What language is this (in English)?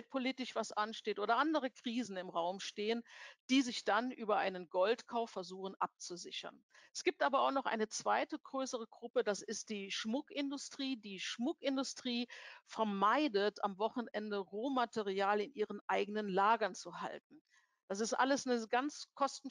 German